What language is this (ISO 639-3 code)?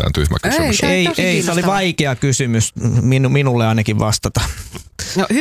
fin